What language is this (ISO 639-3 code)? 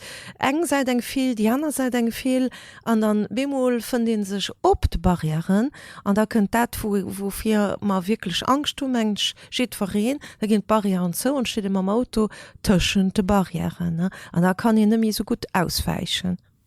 ltz